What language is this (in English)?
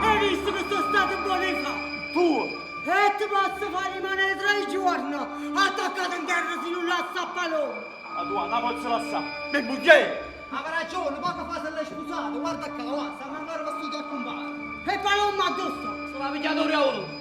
Neapolitan